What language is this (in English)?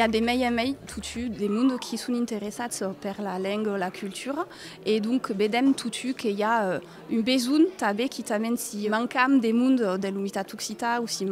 Occitan